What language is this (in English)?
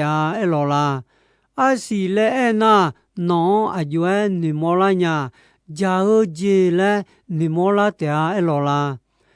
Akha